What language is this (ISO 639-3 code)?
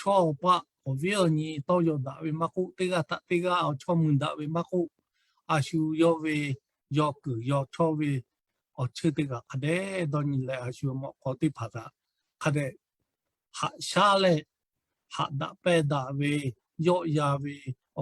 lhu